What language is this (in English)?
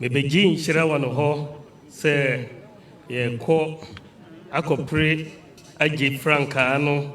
Akan